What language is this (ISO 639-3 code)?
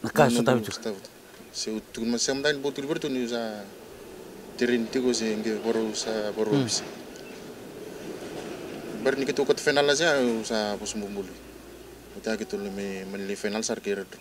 fij